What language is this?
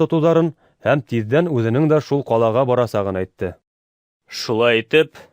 Bashkir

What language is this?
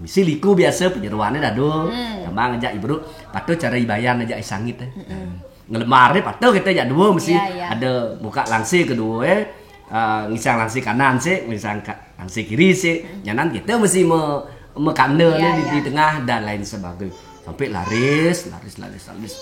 Balinese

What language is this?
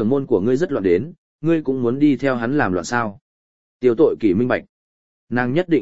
Vietnamese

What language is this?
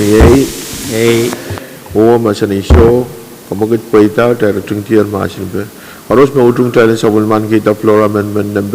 Pohnpeian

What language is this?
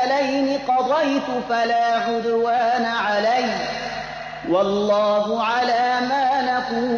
Persian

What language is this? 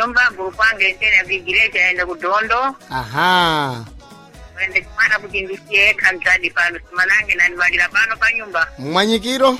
Sena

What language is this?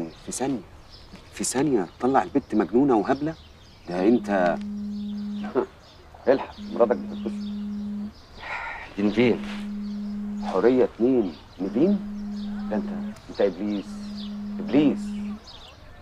Egyptian Arabic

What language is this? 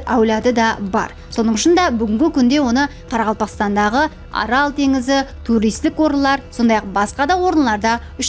Kara-Kalpak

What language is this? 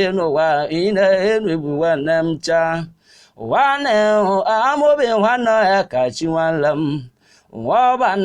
Igbo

